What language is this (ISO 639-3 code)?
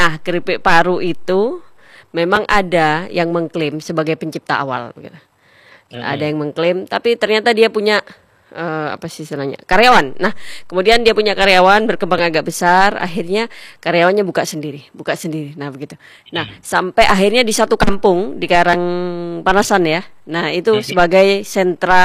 ind